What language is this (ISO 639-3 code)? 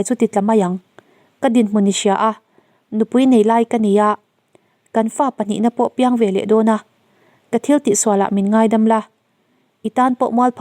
lus